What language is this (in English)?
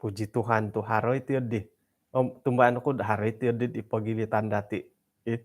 Central Dusun